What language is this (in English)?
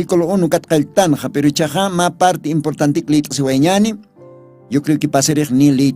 Aymara